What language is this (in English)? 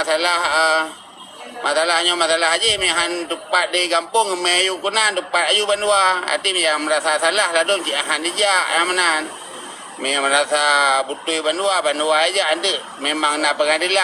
Achinese